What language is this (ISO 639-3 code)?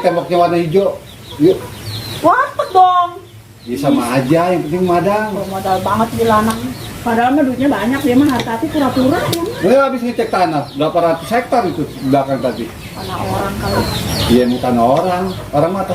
bew